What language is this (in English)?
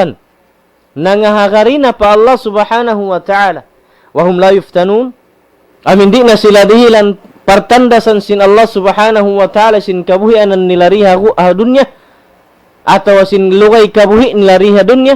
Tausug